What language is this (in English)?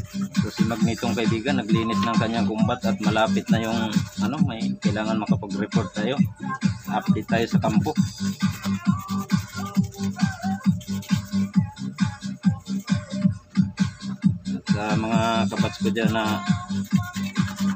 Filipino